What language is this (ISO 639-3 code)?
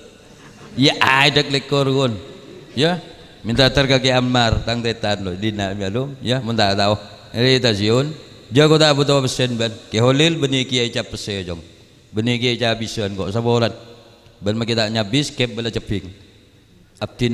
mad